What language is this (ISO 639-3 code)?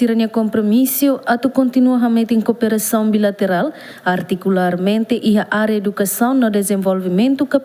tet